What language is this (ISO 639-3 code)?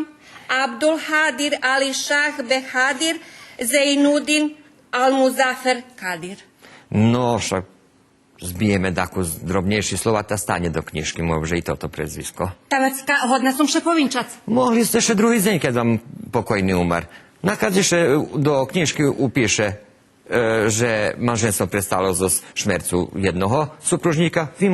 rue